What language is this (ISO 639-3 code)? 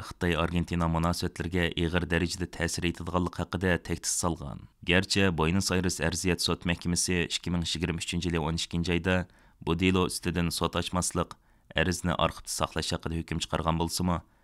uig